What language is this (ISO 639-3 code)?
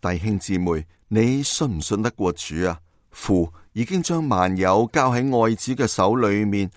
yue